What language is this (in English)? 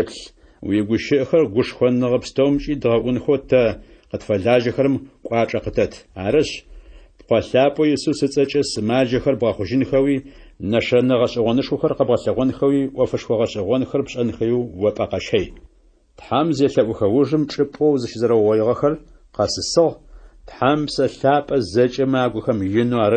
Adyghe